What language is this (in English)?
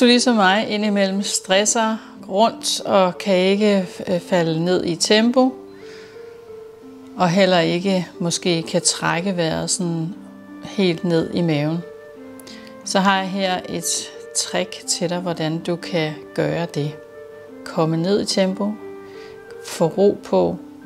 Danish